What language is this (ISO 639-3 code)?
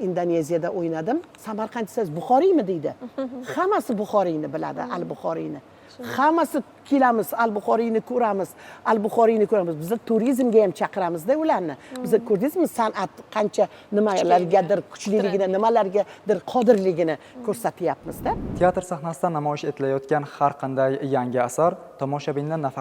uzb